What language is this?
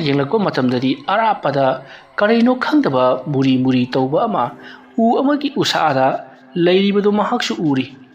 Manipuri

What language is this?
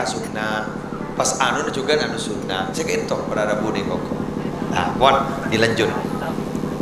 Madurese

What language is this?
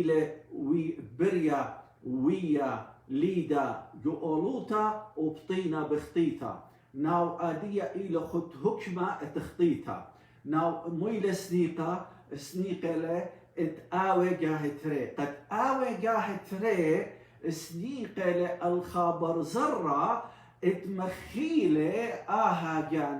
Assyrian Neo-Aramaic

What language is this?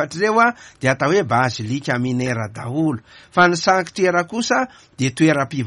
Malagasy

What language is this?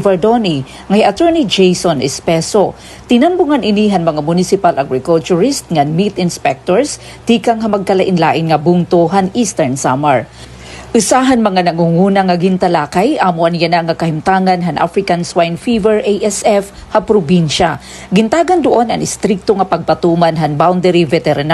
Waray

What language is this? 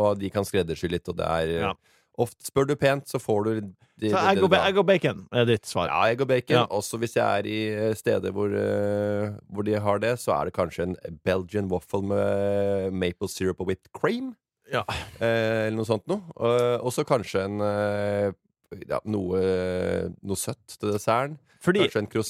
Norwegian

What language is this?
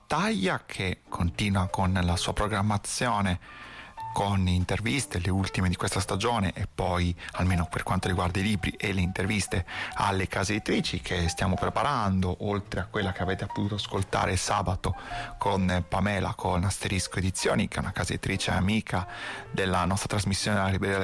Italian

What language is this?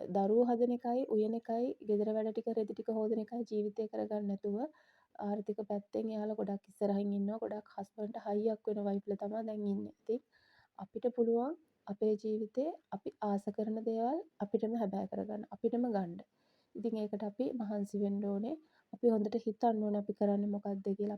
Sinhala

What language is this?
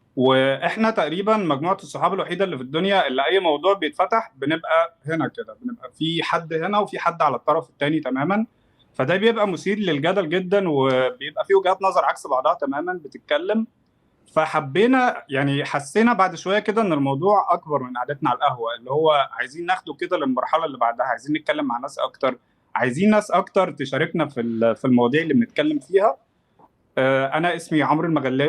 Egyptian Arabic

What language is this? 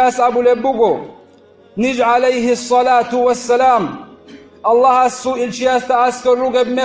Avaric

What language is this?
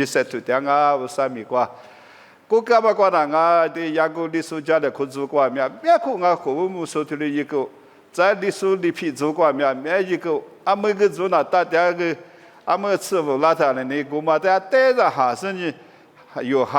Lisu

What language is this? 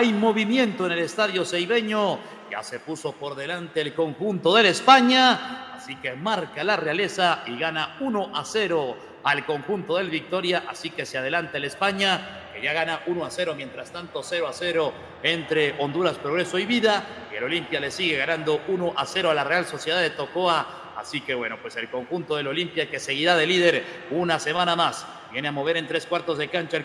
Spanish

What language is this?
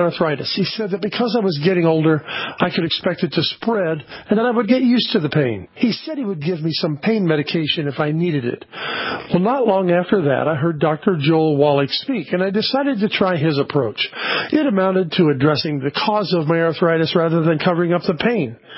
English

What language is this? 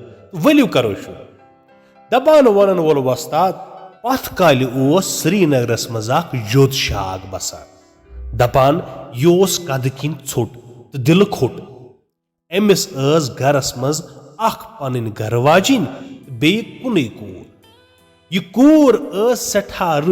Kashmiri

